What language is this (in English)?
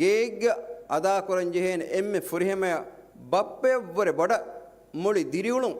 Divehi